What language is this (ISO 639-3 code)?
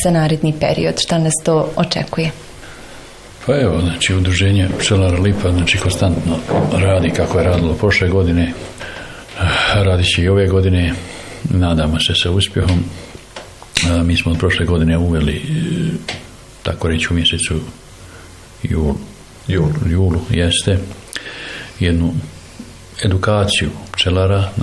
bos